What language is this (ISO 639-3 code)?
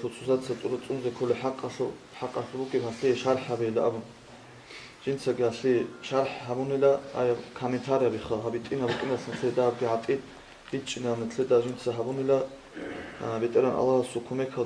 ava